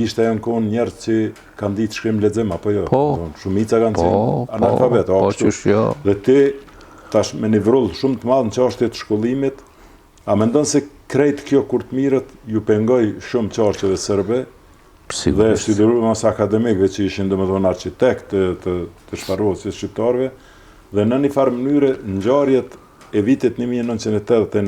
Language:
Albanian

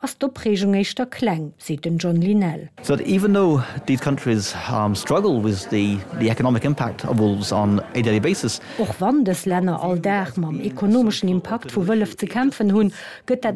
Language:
Luxembourgish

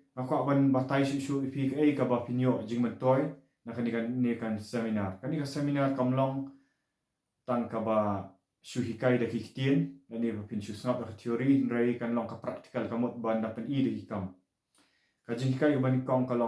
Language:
Khasi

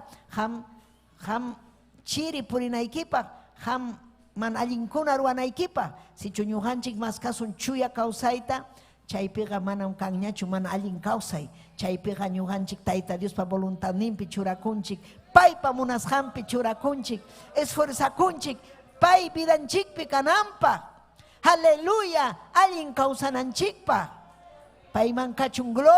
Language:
Ayacucho Quechua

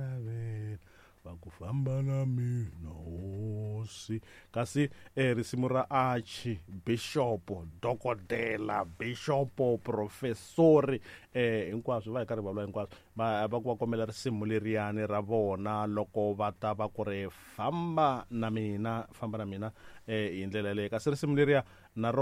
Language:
Tsonga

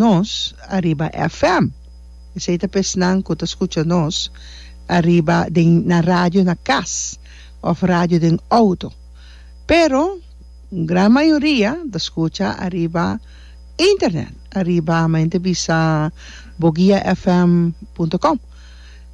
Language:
Papiamento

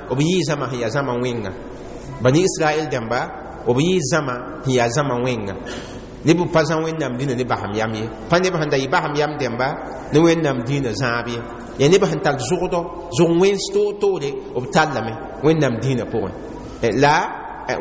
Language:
Mossi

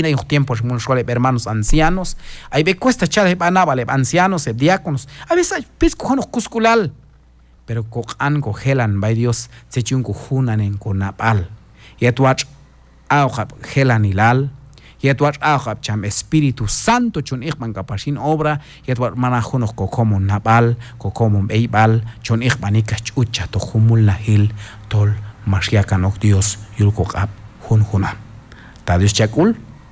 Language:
Q'anjob'al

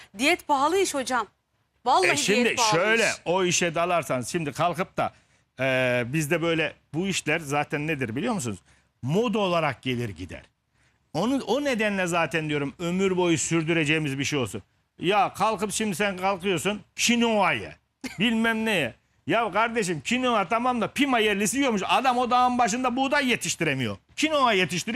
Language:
Turkish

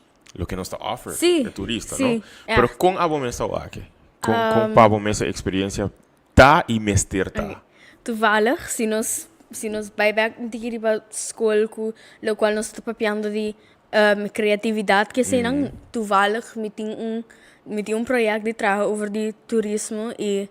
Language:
Papiamento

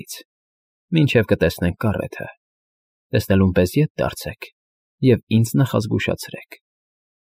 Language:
Armenian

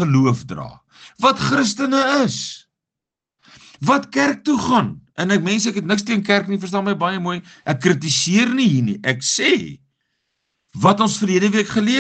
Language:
Afrikaans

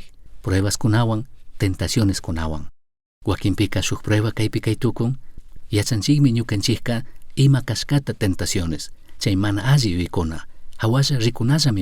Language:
Chimborazo Highland Quichua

